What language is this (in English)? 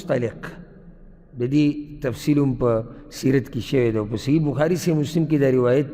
Pashto